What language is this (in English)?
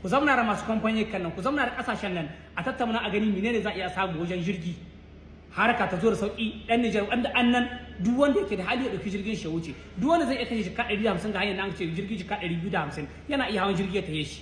Hausa